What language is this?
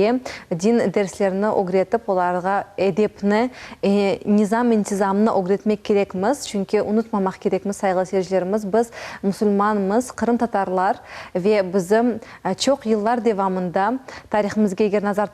Crimean Tatar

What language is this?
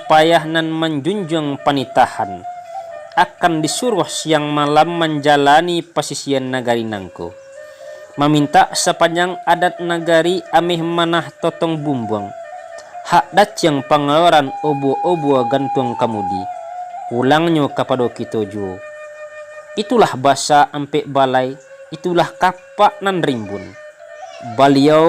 Minangkabau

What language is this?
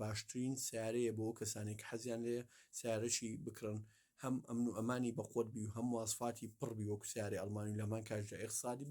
Central Kurdish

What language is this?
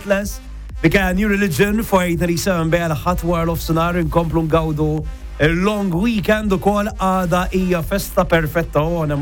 Maltese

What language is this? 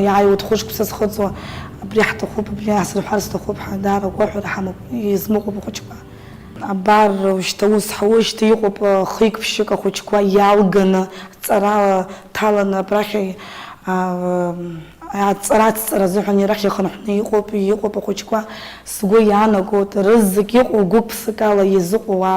Abkhazian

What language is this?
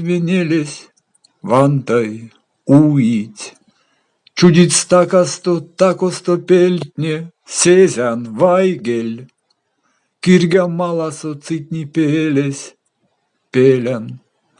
Erzya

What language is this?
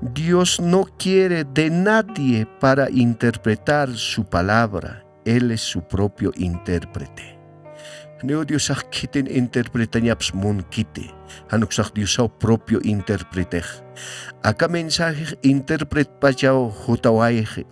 Aymara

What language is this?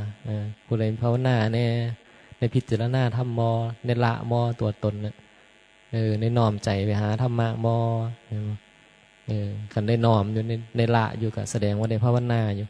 Northeastern Thai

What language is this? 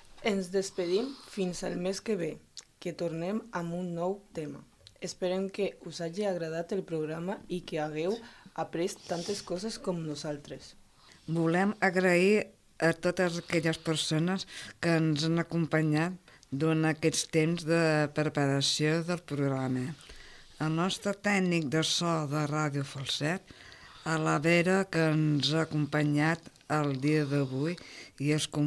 Catalan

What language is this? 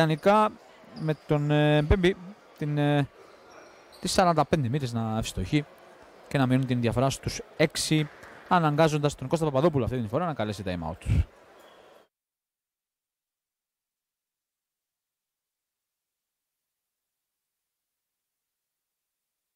Greek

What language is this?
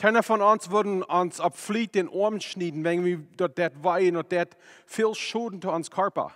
Plautdietsch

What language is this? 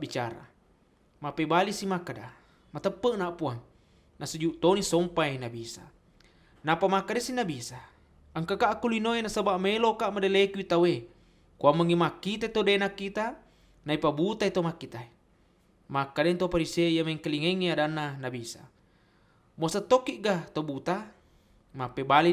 Buginese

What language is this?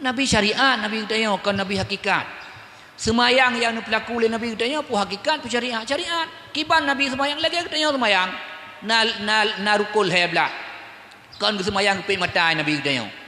Achinese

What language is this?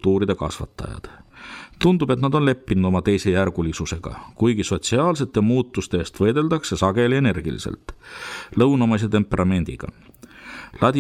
Estonian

